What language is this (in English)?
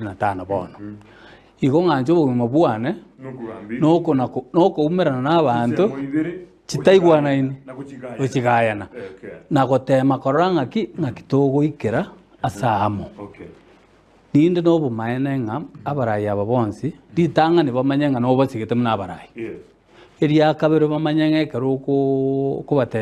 Gusii